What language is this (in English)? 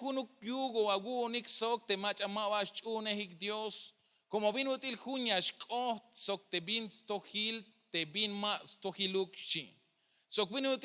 Tzeltal